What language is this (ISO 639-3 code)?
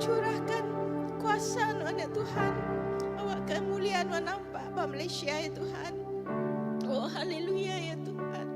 iba